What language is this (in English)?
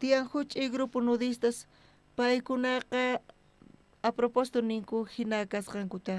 South Bolivian Quechua